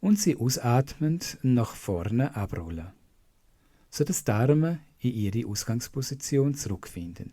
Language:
Swiss German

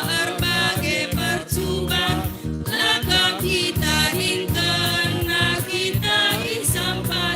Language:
Batak Karo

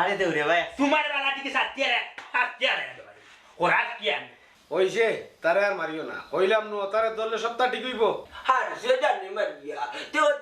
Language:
Sylheti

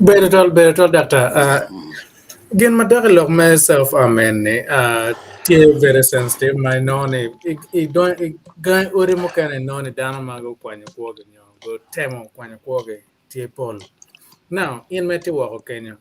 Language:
Acoli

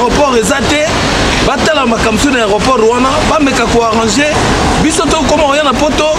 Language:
Lingala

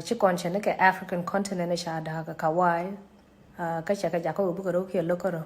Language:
Nuer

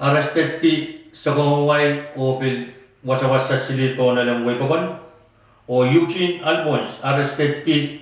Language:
Pohnpeian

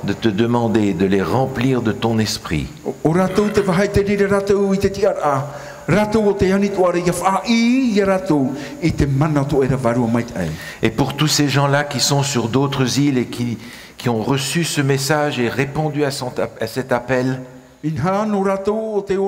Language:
Tahitian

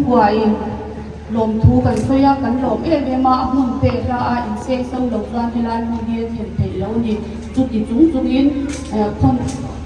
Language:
Mizo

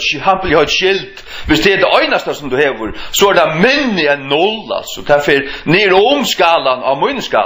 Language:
Faroese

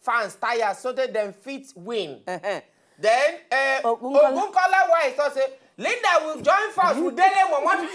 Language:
Nigerian Pidgin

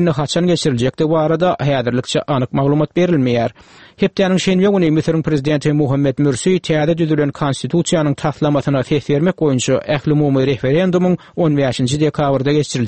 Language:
Turkmen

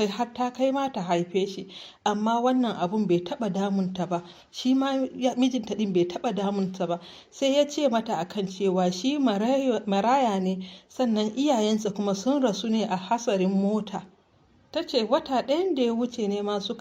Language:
Hausa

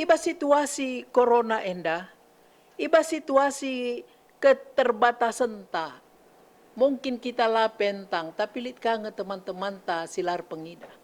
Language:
Batak Karo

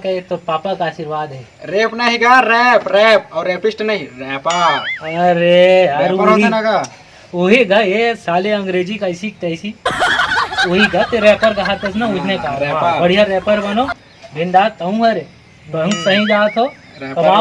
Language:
Chhattisgarhi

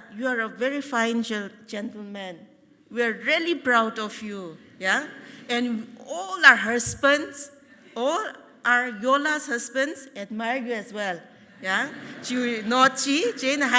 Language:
Tangkhul Naga (India)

